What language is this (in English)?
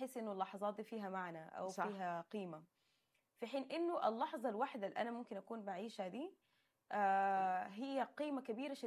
Sudanese Arabic